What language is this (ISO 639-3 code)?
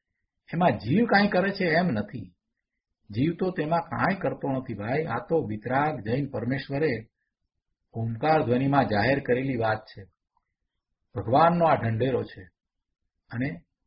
guj